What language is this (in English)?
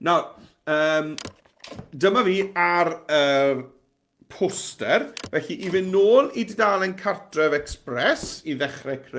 Welsh